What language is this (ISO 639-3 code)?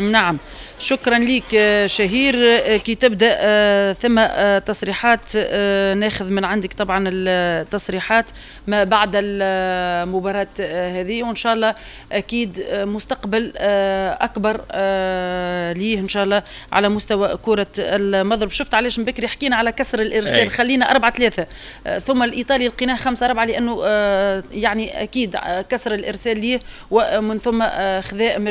aeb